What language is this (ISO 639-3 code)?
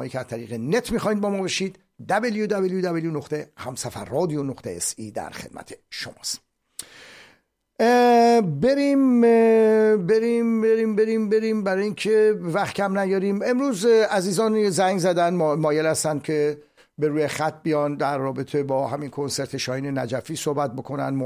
fas